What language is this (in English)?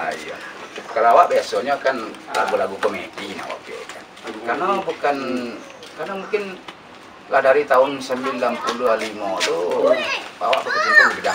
Minangkabau